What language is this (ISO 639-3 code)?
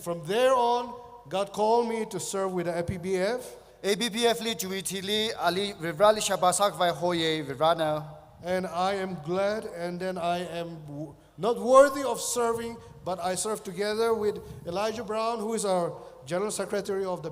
nmf